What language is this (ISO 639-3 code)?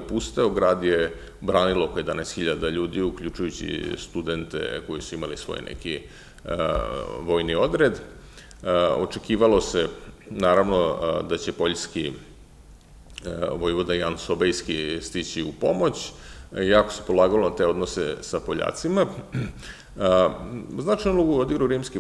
srp